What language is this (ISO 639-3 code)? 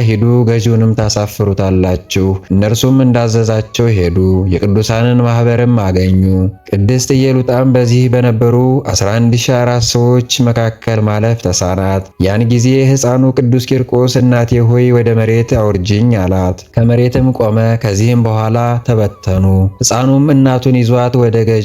amh